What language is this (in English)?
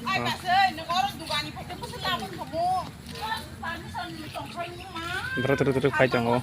Kok Borok